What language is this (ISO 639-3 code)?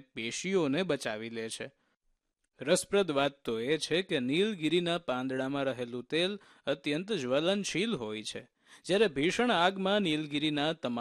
guj